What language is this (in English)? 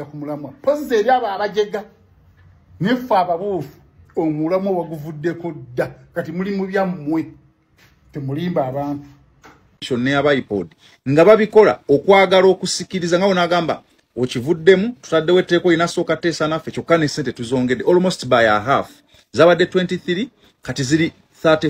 Ganda